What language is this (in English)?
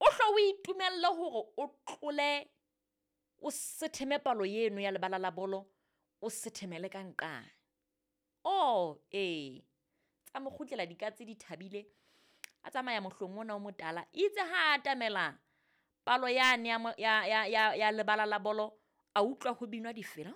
Southern Sotho